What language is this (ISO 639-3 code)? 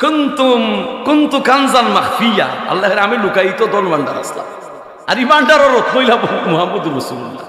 syl